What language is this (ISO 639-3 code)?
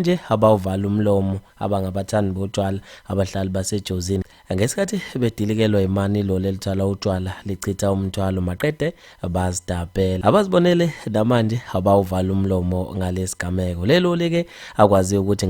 zul